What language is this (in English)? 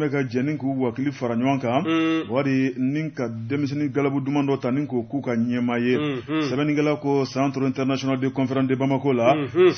Bambara